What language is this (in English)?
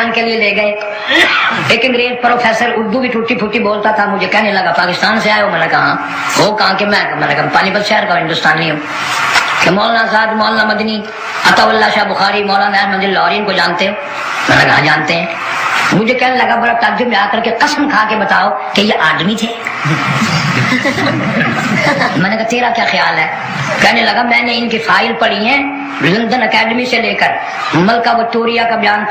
Urdu